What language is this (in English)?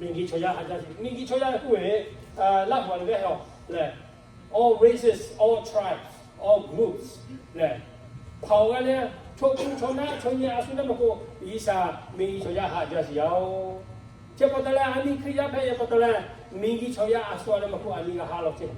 Lahu